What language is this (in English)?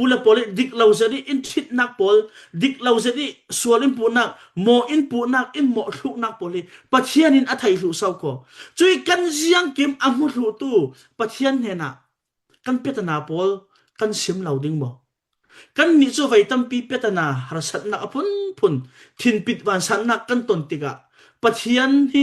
Falam Chin